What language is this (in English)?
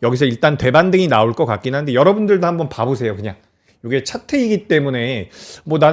Korean